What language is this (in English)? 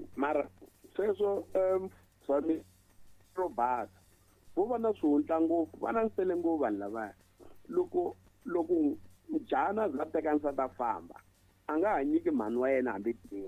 Tsonga